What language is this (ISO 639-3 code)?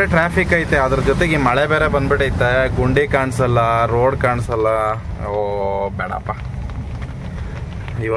kan